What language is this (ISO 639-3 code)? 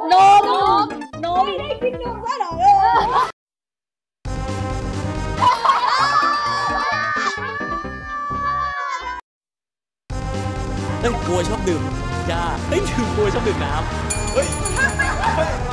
tha